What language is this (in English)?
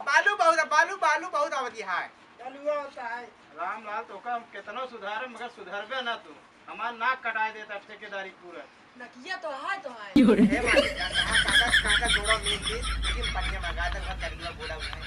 Awadhi